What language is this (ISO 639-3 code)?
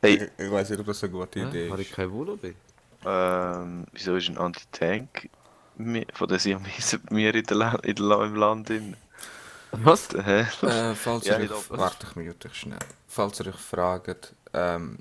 gsw